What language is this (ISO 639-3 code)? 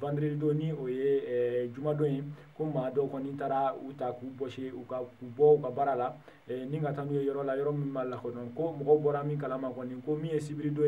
bam